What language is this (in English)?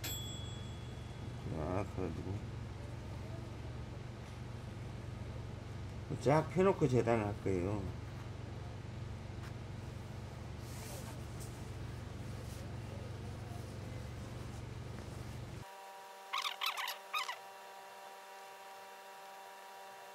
Korean